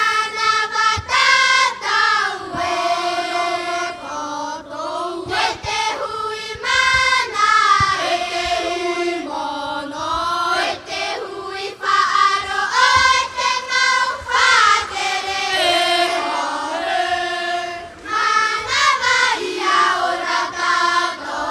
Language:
Tahitian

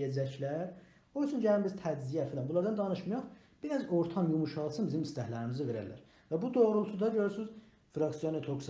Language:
South Azerbaijani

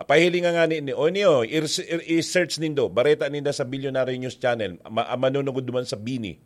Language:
Bikol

